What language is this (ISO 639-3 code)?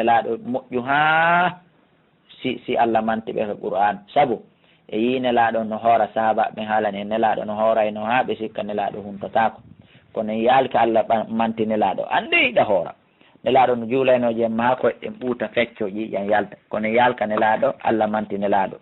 ful